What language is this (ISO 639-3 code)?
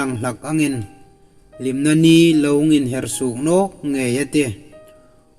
hmr